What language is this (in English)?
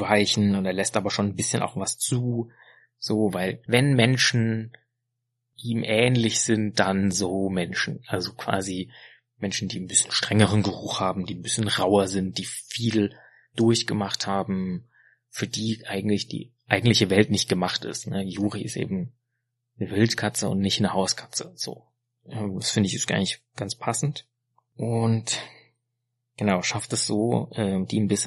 German